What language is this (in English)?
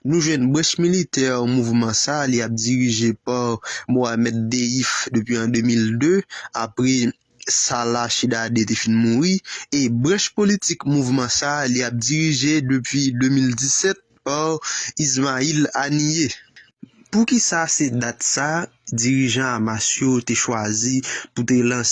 Haitian Creole